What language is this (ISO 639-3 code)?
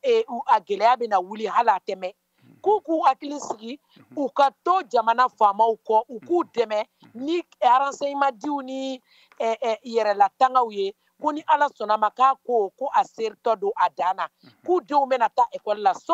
bam